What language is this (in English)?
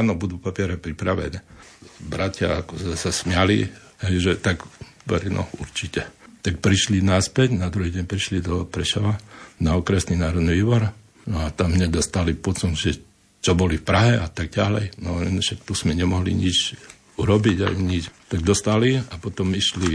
Slovak